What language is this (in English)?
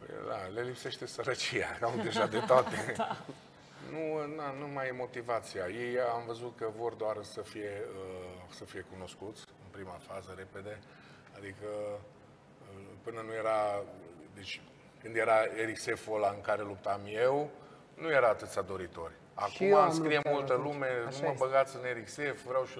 Romanian